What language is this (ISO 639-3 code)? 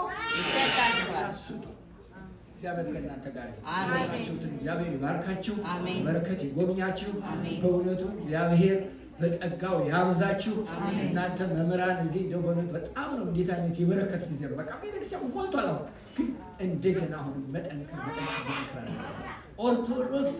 amh